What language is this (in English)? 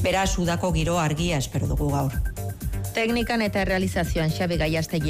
Basque